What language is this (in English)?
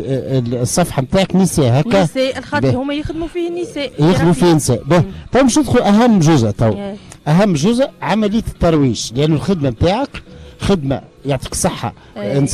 Tunisian Arabic